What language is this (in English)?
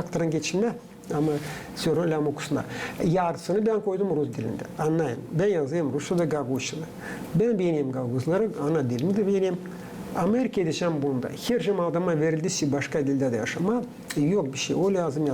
Gagauz